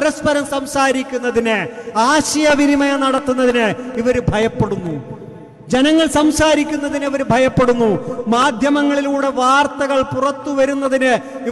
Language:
Malayalam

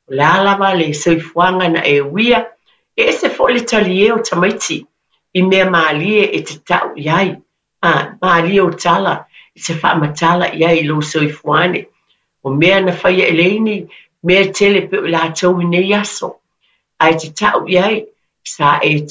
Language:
Samoan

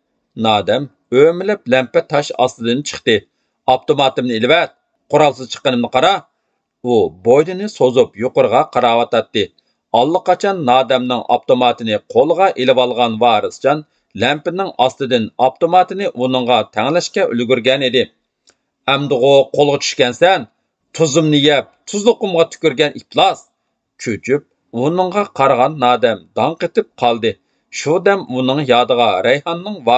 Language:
Uyghur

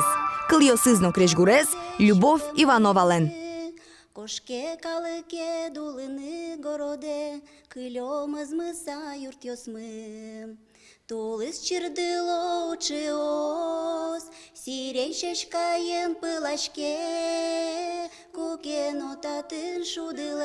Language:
Udmurt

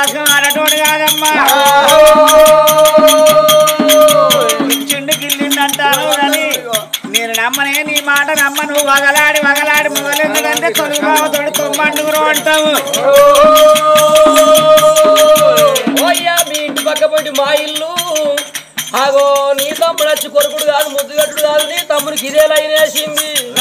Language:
Telugu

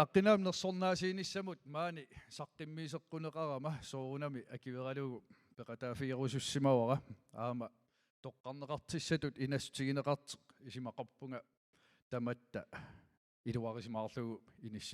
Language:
Kalaallisut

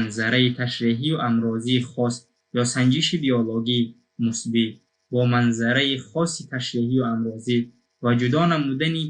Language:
Tajik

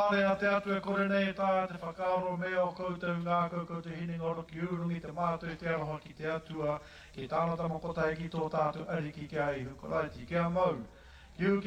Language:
Māori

